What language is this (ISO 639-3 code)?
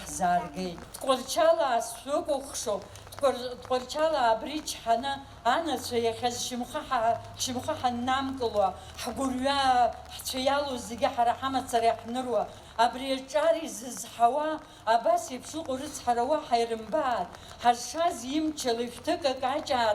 abk